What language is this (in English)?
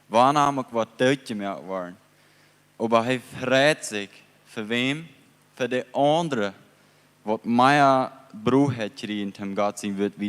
Plautdietsch